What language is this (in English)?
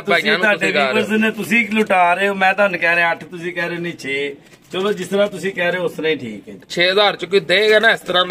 Punjabi